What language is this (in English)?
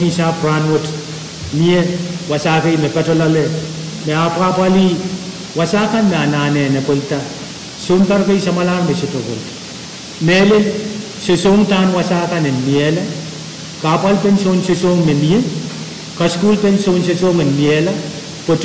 Pohnpeian